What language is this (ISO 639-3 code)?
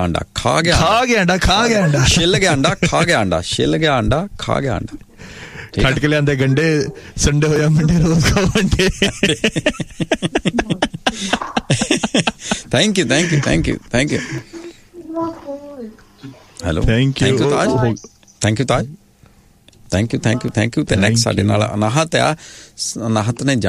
pan